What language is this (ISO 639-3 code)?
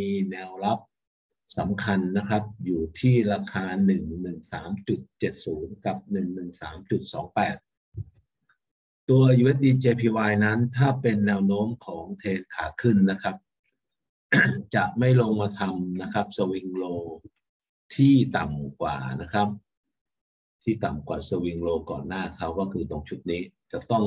tha